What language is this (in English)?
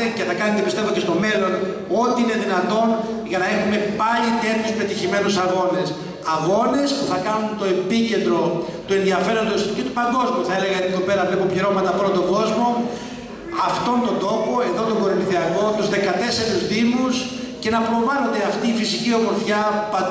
Greek